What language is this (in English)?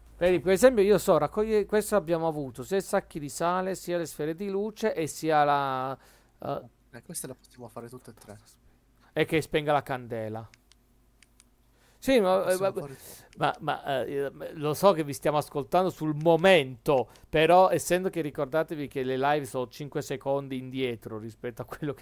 Italian